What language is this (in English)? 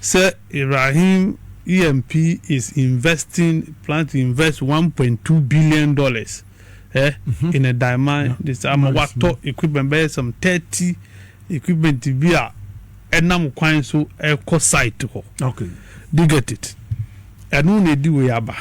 Akan